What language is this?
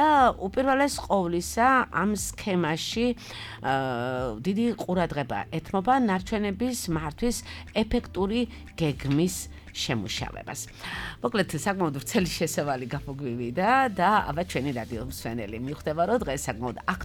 Georgian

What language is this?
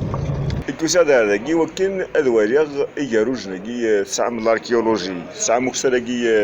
Kabyle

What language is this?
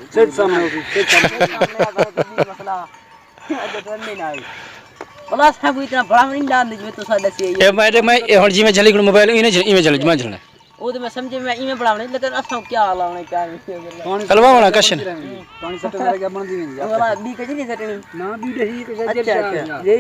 Saraiki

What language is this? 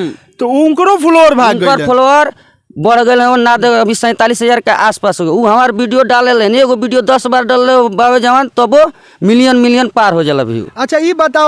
Bhojpuri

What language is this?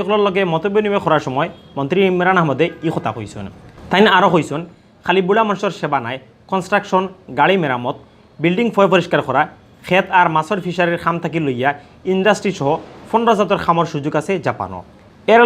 Sylheti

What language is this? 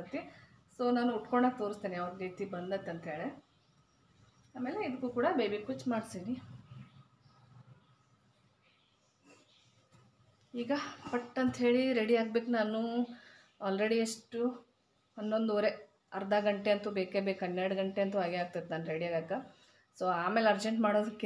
Kannada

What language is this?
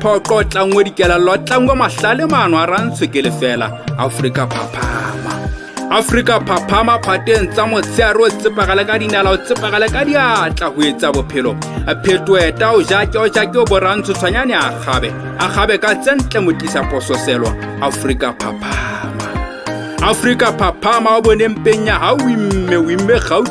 Southern Sotho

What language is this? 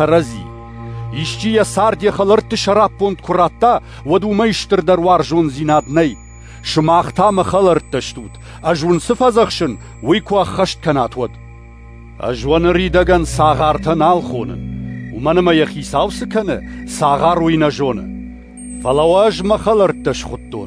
Ossetic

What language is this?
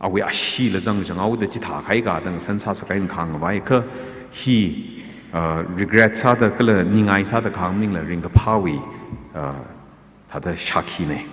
Tangkhul Naga (India)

